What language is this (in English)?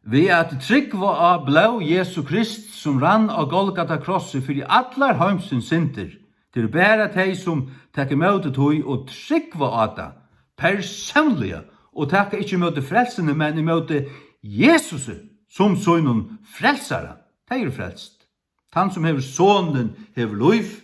Faroese